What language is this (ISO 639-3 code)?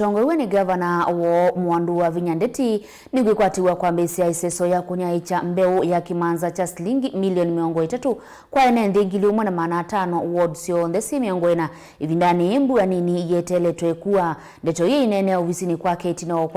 kam